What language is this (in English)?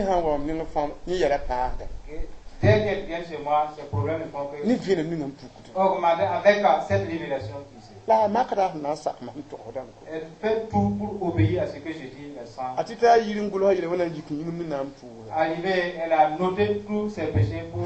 Mossi